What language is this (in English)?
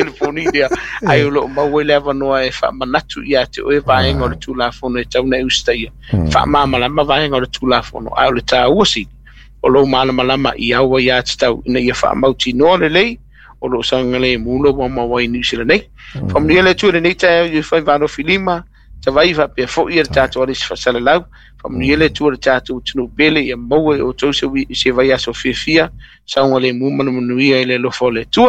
Samoan